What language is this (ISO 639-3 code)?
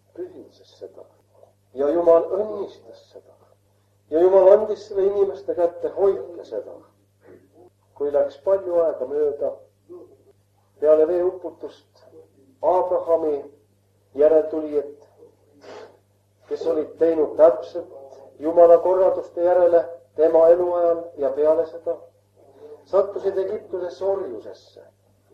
est